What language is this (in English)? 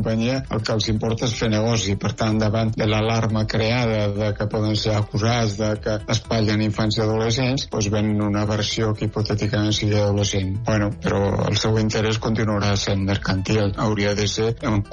Catalan